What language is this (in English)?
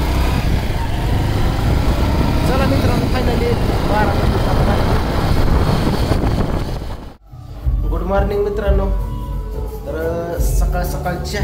Marathi